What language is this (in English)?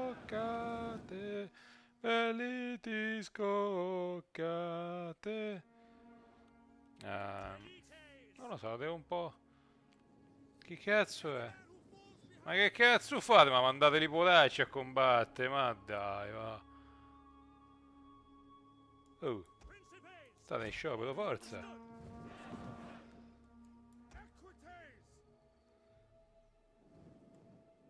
Italian